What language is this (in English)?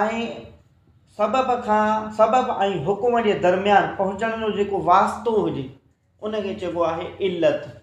Sindhi